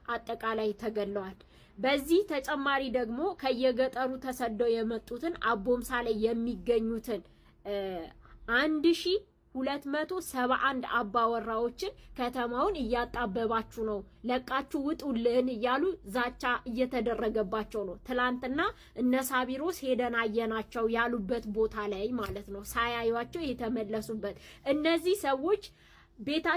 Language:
Amharic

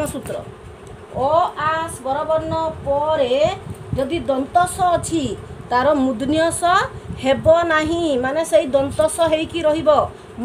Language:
Odia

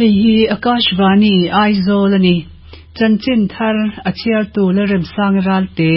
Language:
Mizo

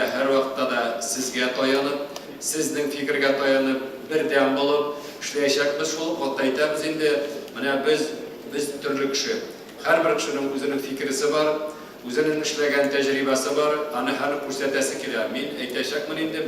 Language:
Tatar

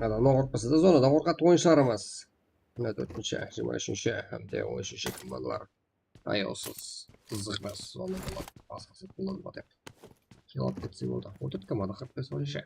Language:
Kara-Kalpak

